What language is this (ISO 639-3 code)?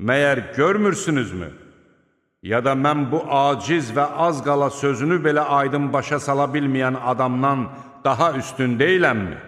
aze